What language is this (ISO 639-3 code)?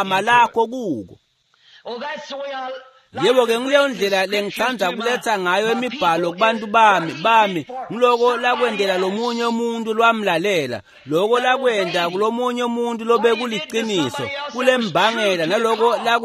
ssw